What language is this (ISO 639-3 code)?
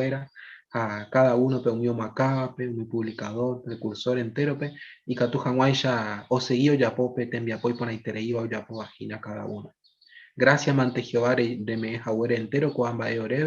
grn